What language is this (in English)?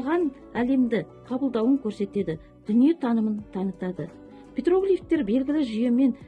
Kazakh